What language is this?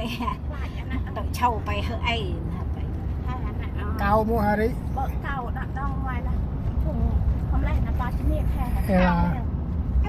Central Mnong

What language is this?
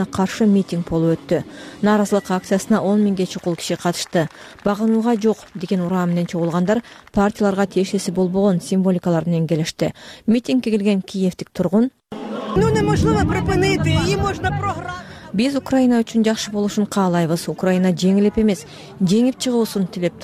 Kyrgyz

